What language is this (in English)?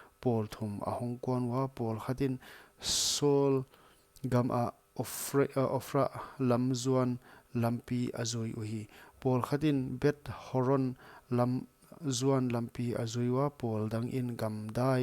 Paite Chin